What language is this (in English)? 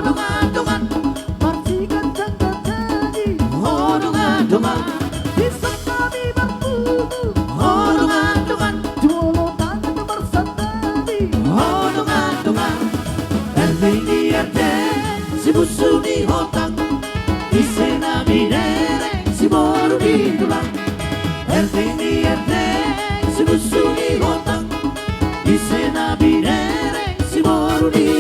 Batak Toba